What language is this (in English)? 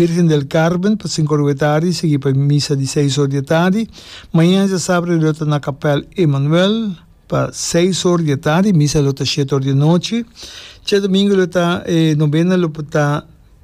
Papiamento